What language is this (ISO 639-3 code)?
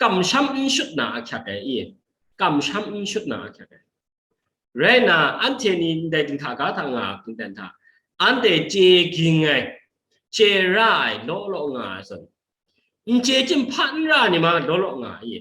kac